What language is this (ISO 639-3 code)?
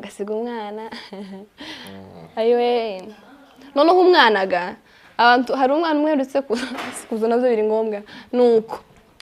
kin